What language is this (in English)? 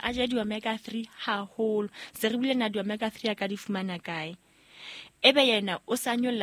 Southern Sotho